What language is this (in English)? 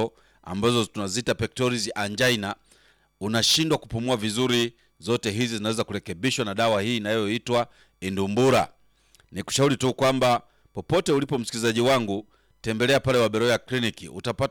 Swahili